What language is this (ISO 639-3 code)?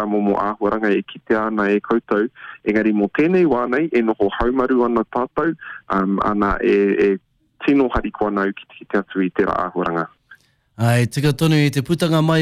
mri